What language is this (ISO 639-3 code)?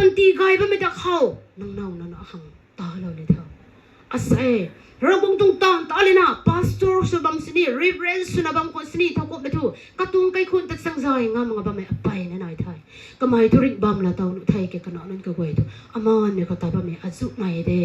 nbu